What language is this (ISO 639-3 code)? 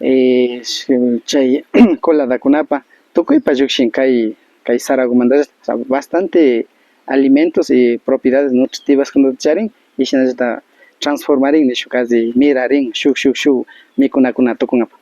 qvi